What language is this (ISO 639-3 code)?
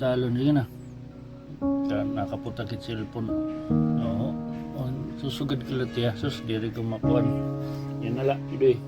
war